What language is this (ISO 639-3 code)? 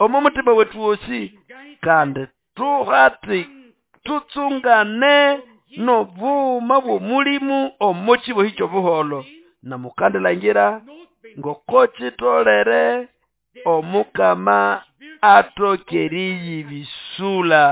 nnb